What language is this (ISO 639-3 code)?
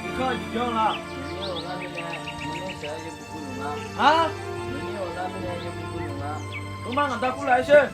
ahk